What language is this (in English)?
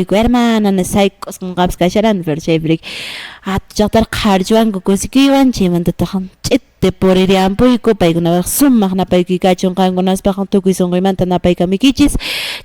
Quechua